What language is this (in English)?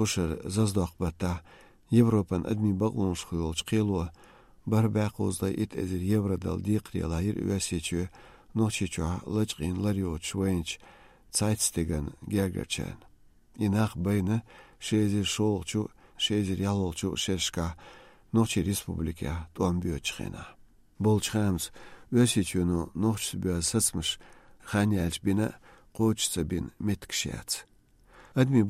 Chechen